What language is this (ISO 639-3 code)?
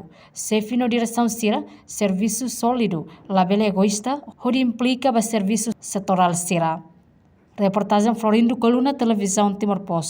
tet